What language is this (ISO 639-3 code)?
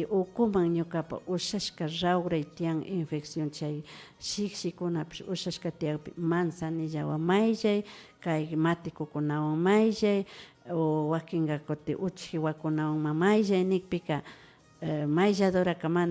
qvi